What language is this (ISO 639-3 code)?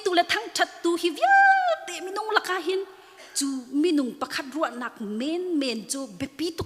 cnh